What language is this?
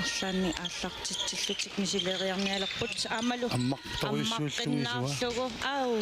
Kalaallisut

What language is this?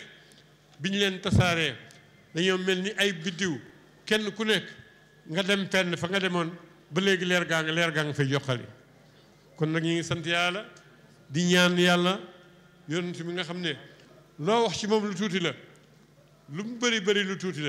Wolof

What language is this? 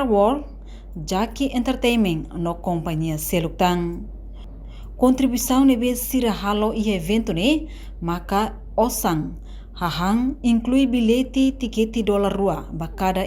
Tetum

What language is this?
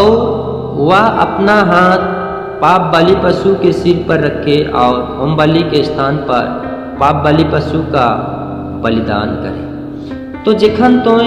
Sadri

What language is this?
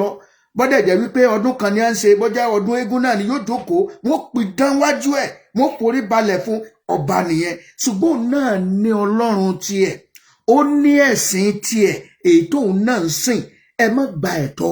Yoruba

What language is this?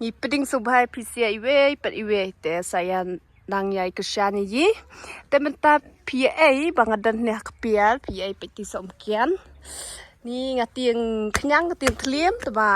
Khasi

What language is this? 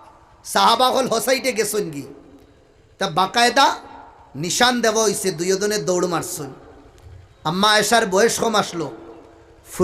Sylheti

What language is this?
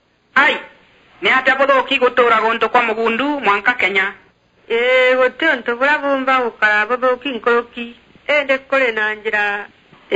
Meru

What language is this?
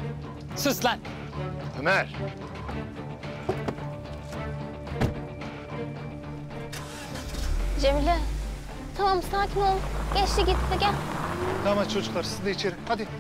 Turkish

